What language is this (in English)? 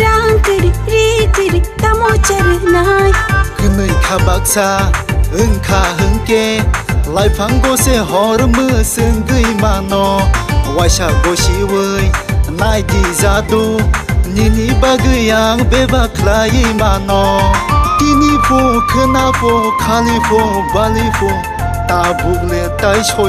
Kok Borok